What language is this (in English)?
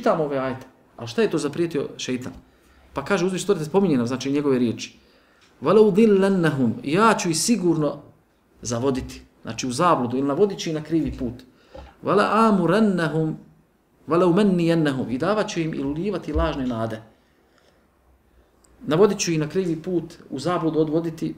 Bosnian